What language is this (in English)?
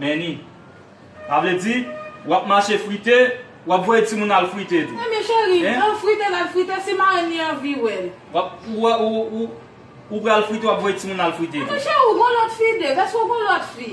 Haitian Creole